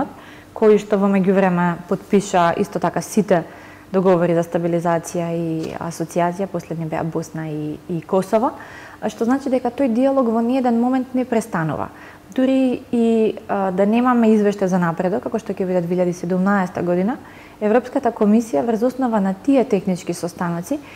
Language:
Macedonian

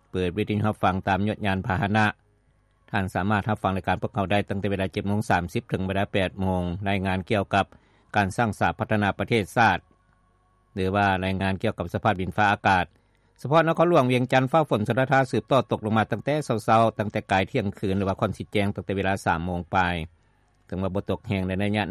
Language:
Lao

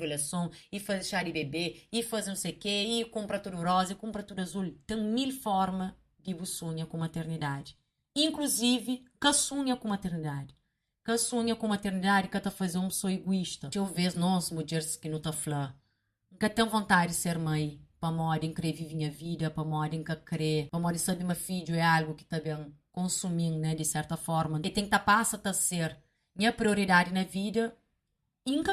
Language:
Kabuverdianu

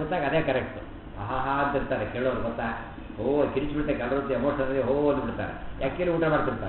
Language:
Kannada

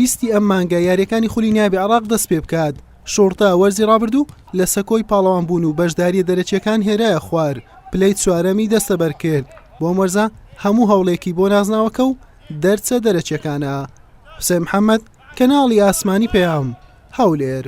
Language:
Central Kurdish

